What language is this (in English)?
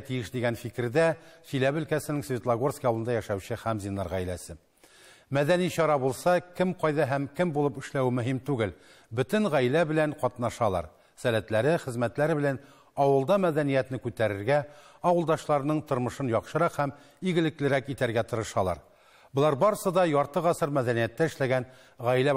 Tatar